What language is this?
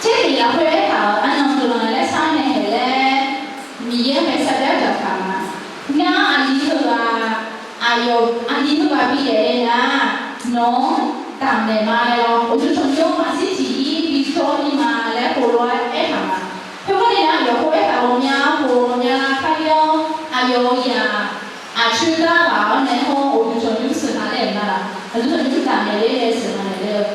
Akha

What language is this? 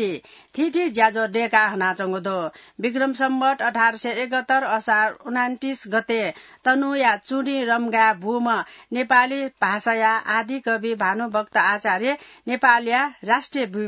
Newari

